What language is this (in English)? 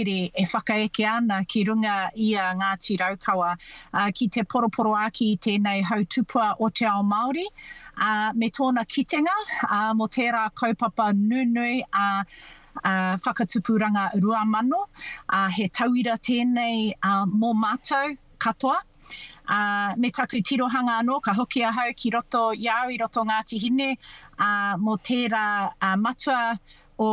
Māori